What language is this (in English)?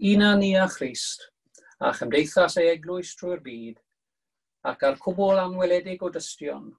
Welsh